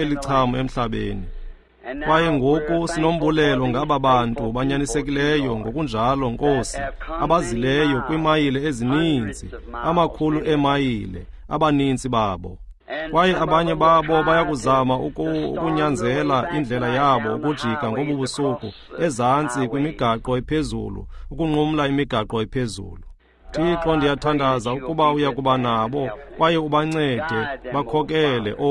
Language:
Xhosa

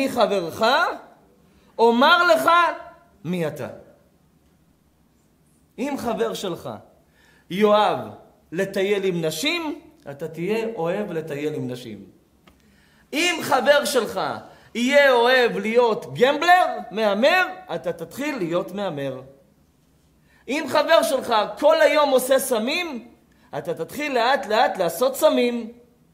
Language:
Hebrew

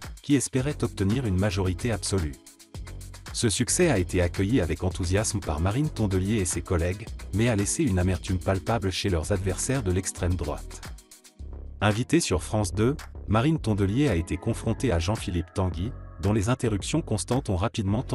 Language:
French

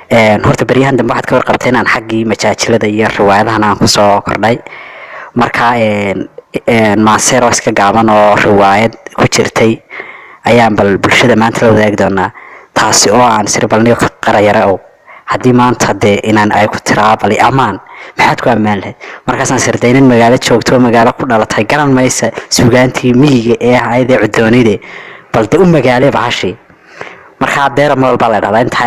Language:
Somali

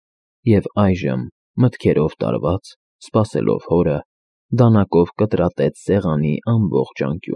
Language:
Armenian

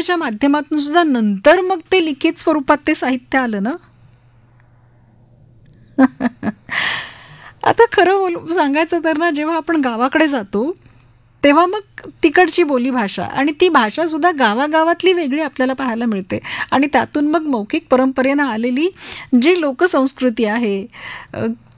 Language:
Marathi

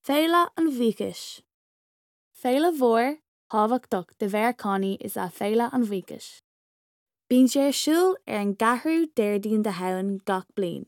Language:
Irish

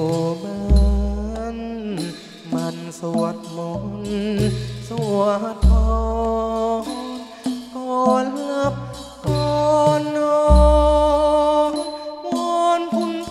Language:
Thai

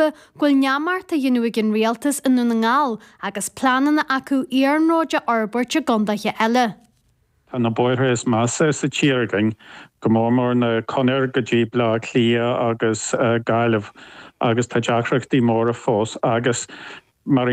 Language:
Irish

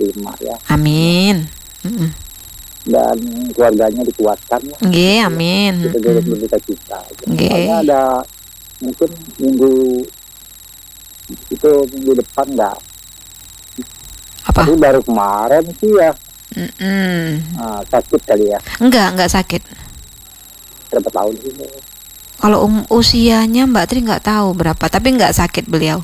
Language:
Indonesian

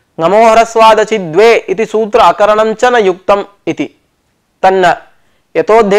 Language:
Sanskrit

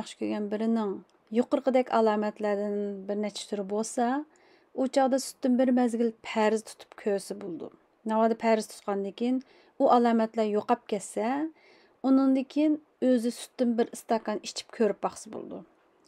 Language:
Uyghur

